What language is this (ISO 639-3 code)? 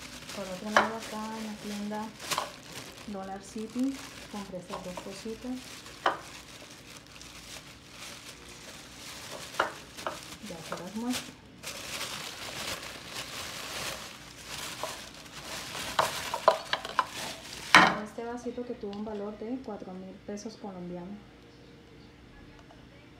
spa